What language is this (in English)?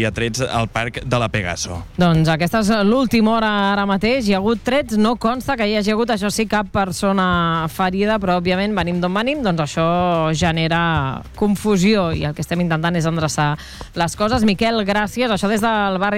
Catalan